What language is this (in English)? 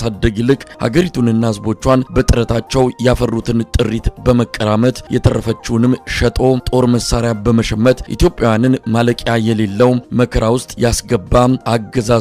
Amharic